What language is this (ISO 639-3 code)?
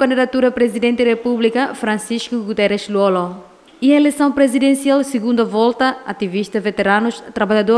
tet